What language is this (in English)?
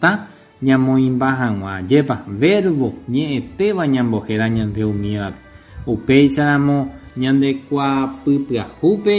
Guarani